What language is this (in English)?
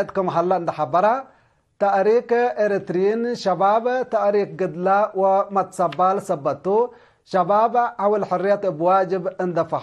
Tigre